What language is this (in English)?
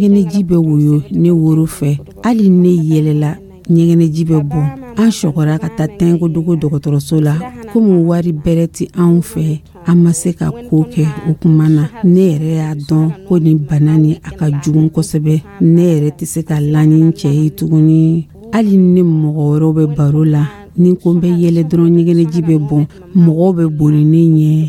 Dyula